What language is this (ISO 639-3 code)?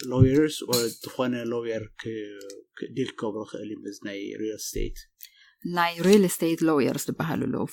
tir